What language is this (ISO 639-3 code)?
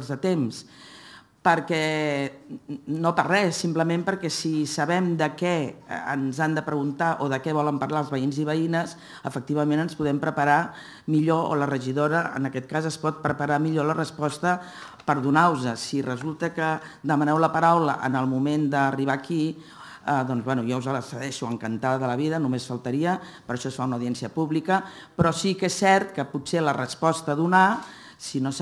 cat